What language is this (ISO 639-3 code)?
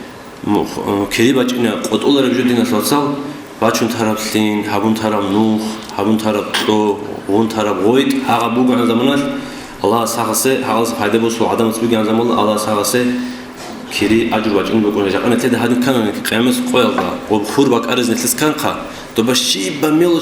ava